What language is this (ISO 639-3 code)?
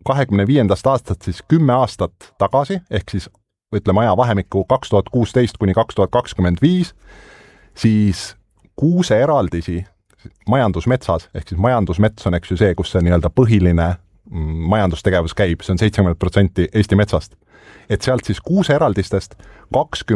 est